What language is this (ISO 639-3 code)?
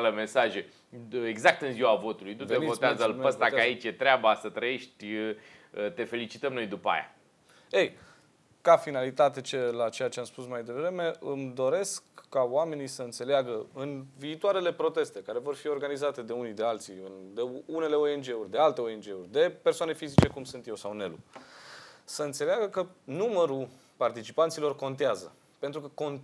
ron